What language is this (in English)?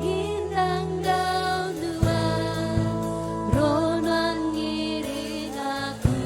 Iban